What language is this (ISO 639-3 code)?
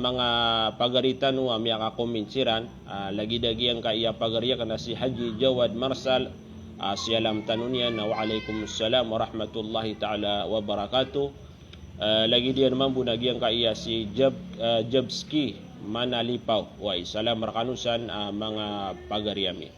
mrw